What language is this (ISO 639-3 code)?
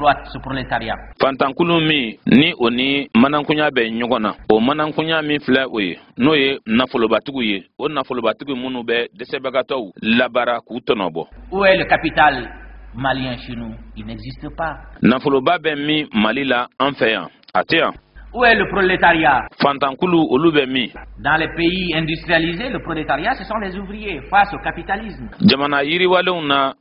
bam